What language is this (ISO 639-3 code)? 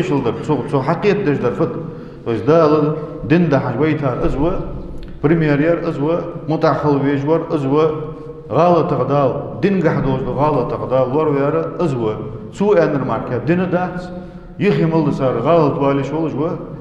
inh